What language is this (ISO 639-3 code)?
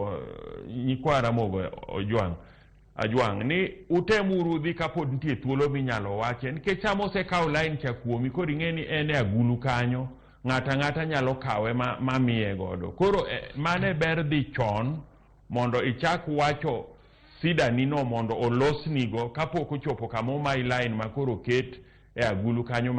luo